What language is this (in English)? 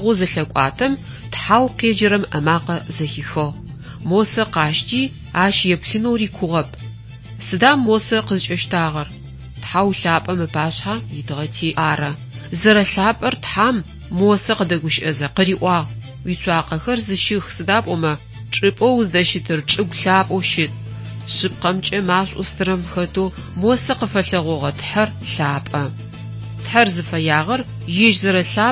Adyghe